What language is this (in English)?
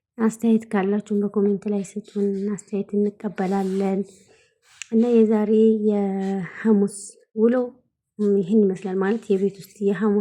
Amharic